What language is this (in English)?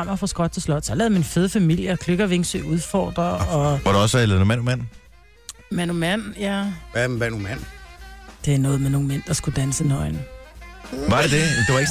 Danish